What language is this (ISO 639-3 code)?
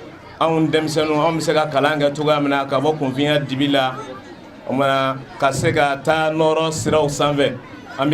bam